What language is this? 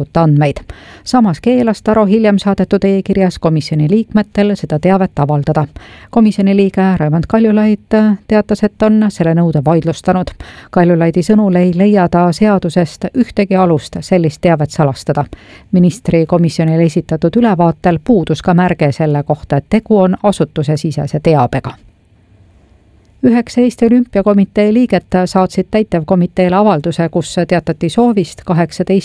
Estonian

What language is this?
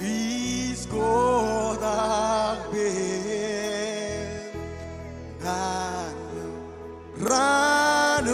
Marshallese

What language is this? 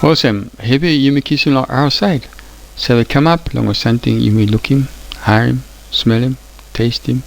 Tok Pisin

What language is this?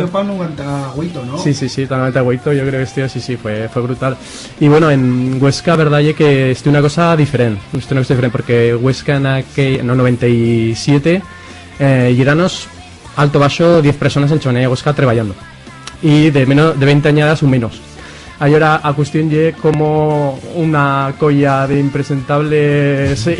Aragonese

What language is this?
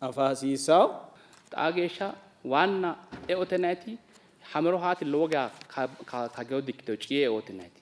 Sidamo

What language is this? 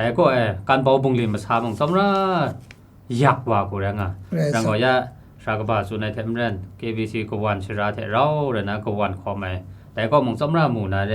Kachin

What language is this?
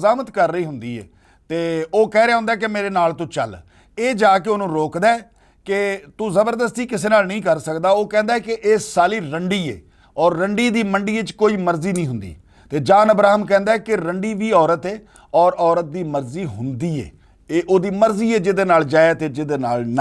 Western Panjabi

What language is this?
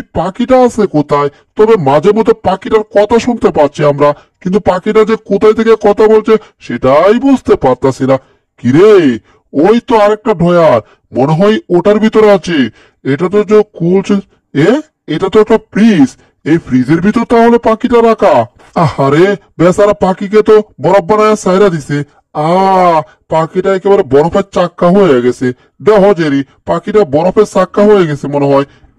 Bangla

